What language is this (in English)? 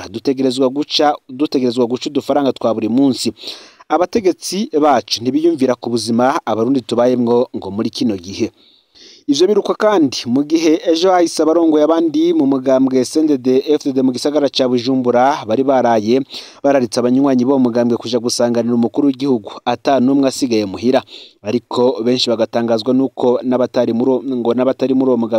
Rundi